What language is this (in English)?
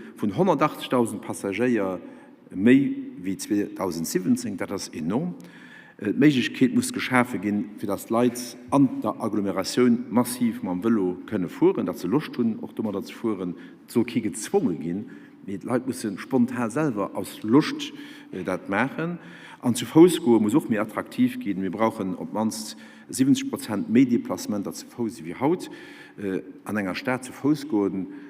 Luxembourgish